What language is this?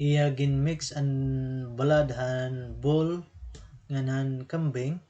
Waray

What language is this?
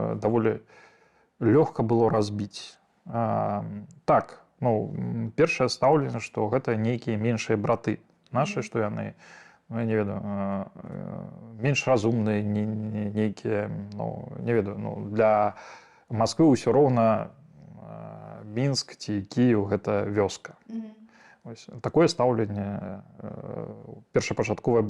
Belarusian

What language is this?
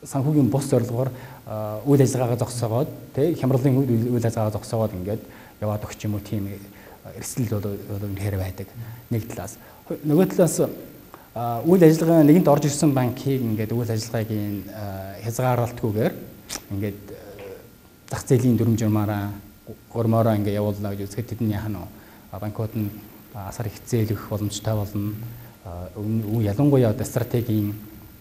Mongolian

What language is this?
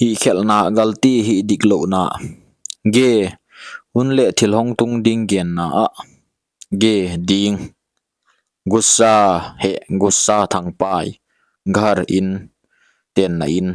Paite Chin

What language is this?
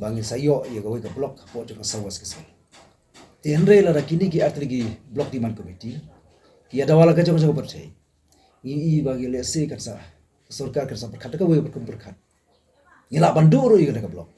Khasi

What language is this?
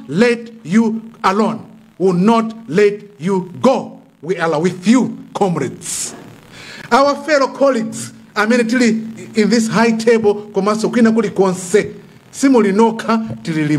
Nyanja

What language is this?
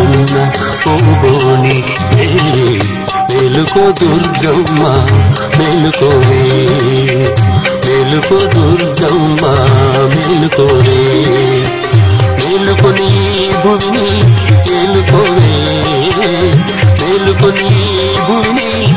Telugu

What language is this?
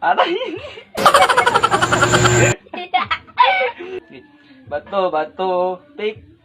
Cebuano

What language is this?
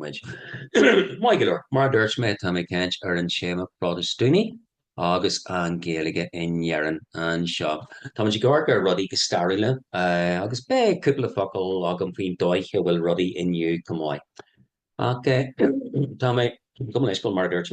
Irish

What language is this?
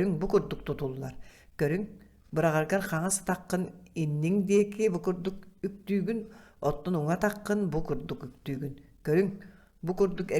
Yakut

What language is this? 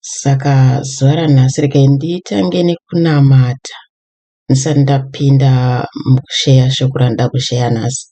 Shona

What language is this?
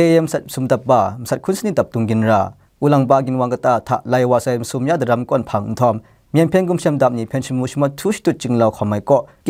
Kachin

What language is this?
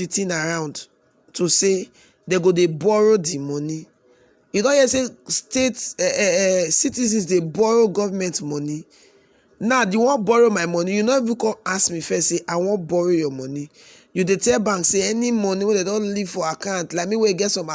Nigerian Pidgin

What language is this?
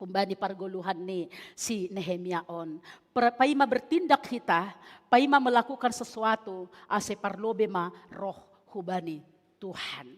Batak Simalungun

